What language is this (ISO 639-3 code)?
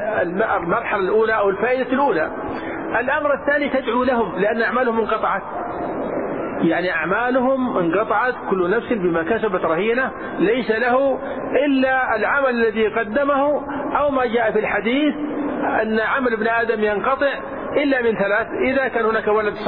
ara